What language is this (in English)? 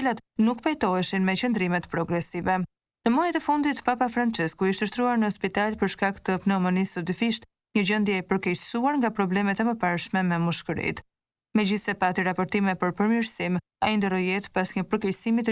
Albanian